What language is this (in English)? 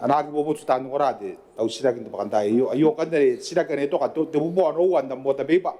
Gilbertese